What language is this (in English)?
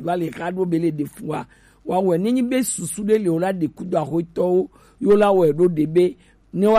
Gen